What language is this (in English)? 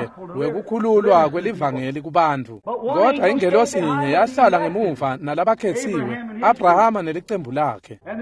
Swati